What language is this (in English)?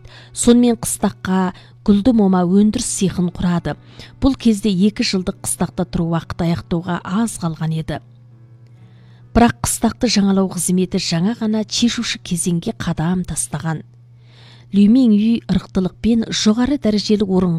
Kazakh